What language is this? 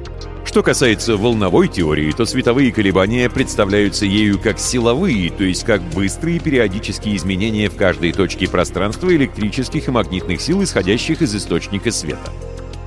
Russian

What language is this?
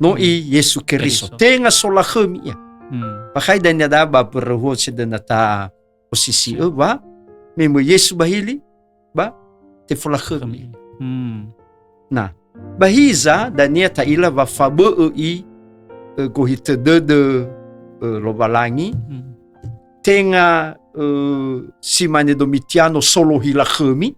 Nias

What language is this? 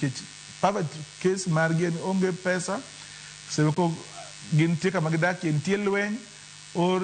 Luo (Kenya and Tanzania)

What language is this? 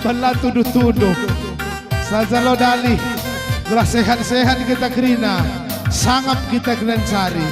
Batak Karo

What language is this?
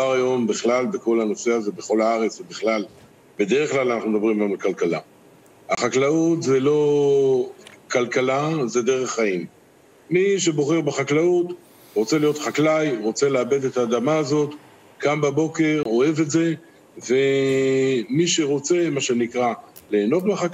Hebrew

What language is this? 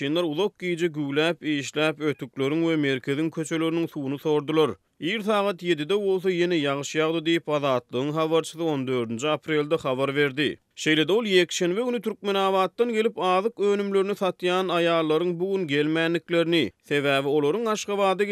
Turkmen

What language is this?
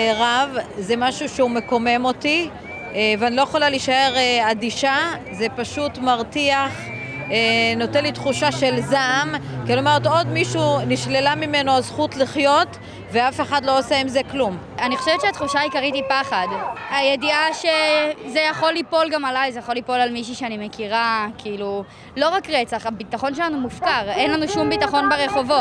Hebrew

